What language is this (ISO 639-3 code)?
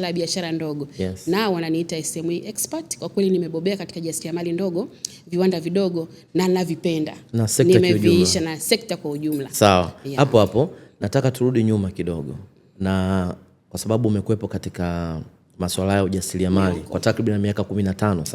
swa